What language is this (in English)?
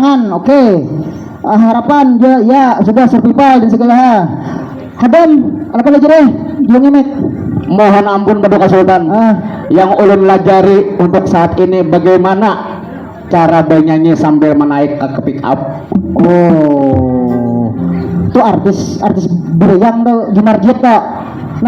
Banjar